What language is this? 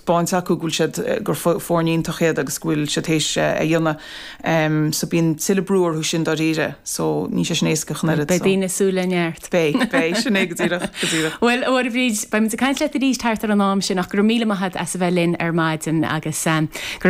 Irish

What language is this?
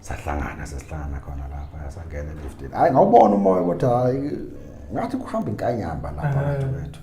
Zulu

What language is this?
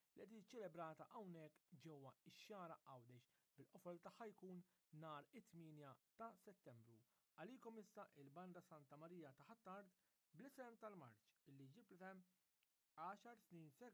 Maltese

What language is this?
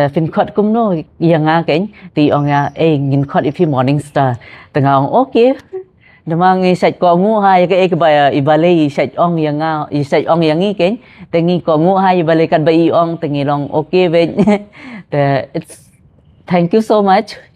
Khasi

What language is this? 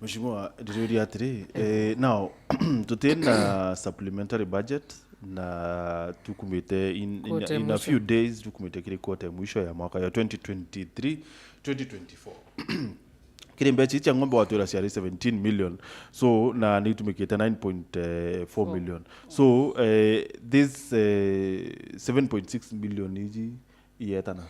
Meru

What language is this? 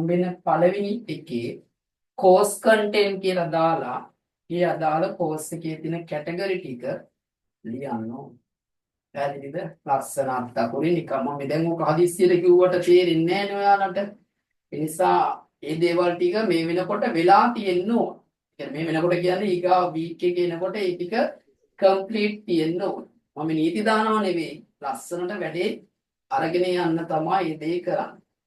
Sinhala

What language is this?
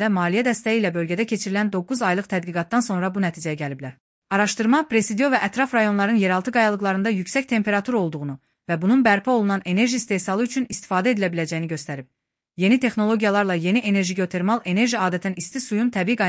Azerbaijani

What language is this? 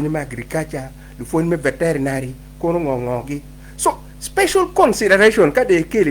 Acoli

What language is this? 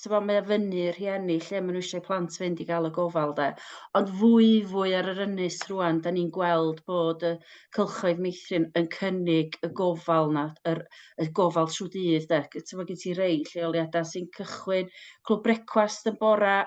Welsh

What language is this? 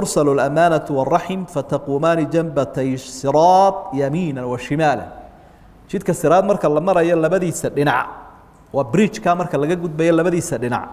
Somali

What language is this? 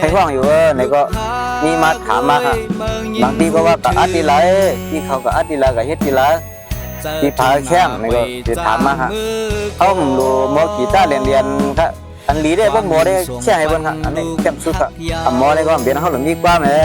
Shan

